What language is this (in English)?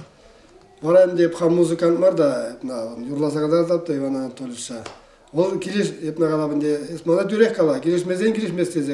Chuvash